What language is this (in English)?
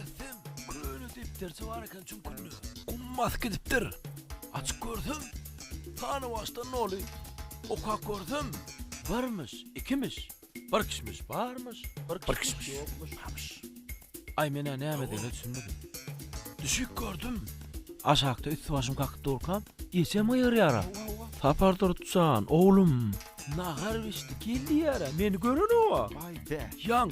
Turkmen